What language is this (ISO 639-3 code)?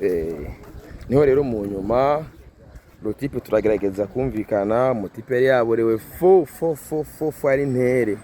run